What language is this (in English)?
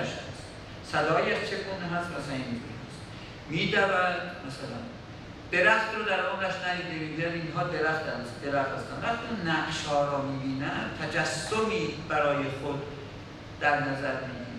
Persian